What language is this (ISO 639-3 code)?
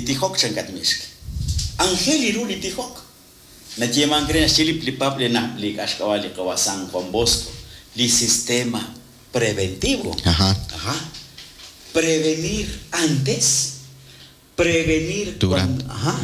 kek